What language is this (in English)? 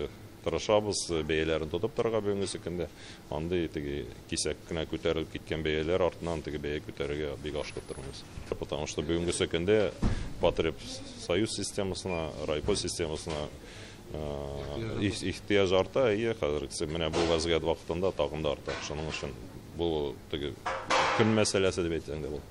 Tatar